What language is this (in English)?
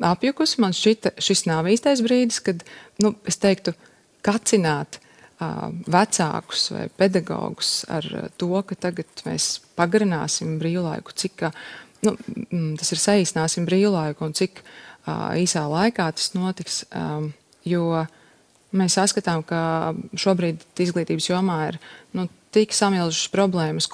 Latvian